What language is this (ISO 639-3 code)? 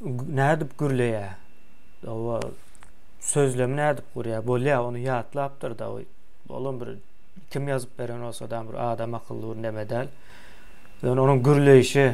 tuk